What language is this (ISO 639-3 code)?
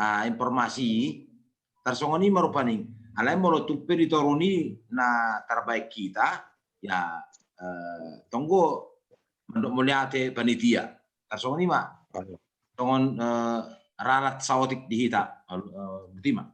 bbc